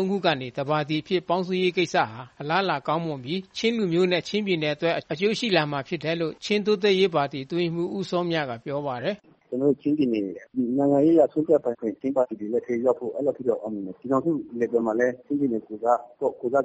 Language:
Burmese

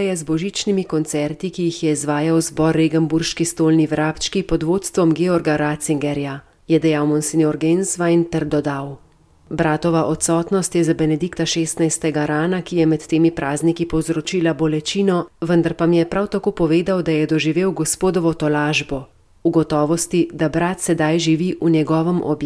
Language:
Slovenian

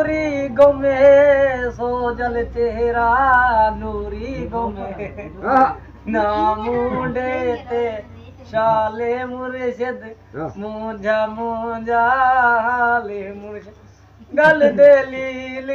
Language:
Saraiki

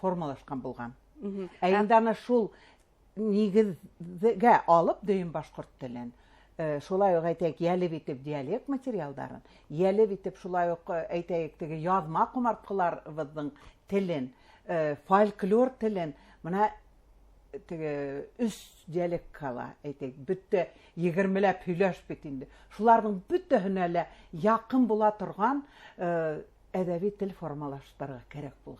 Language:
Bashkir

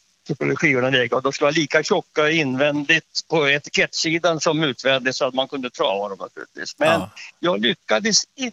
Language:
Swedish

